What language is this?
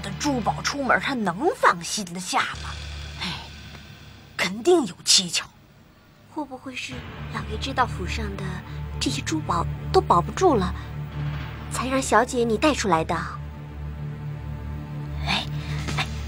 Chinese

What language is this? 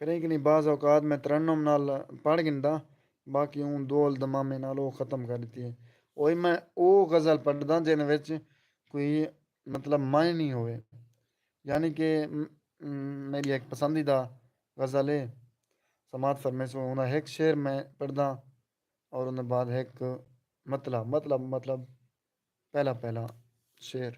Saraiki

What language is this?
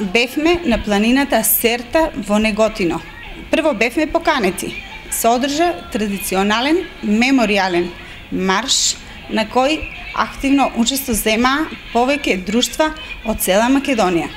Macedonian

